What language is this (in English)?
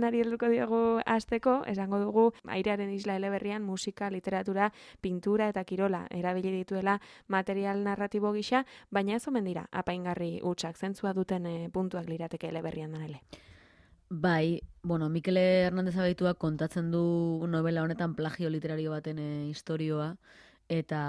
Basque